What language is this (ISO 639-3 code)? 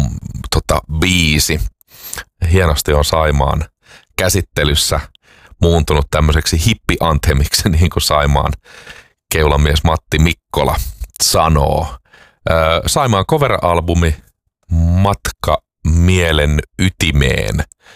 fin